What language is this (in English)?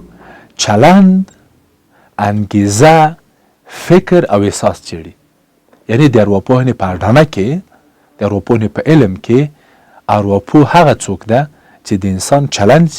Pashto